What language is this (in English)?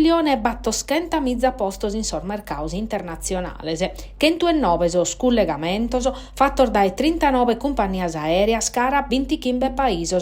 Sardinian